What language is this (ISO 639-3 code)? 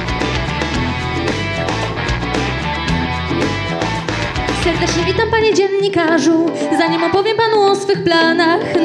pol